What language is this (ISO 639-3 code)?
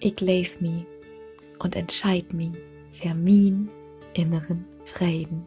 nds